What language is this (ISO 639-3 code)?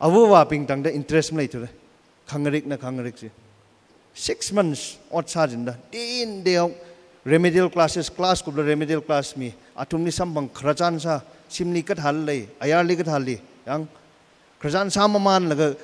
nmf